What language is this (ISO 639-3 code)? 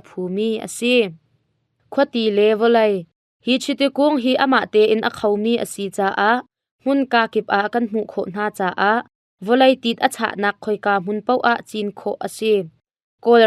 cnh